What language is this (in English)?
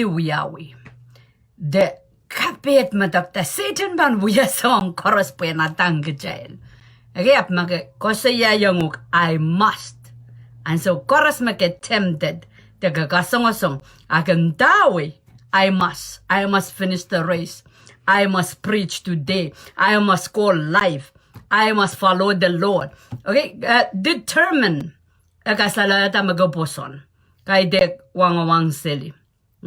Pohnpeian